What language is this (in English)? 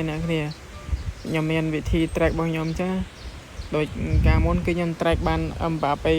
Khmer